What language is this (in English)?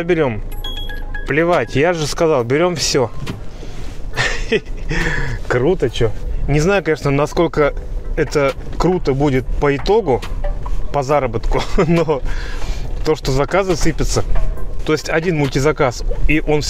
Russian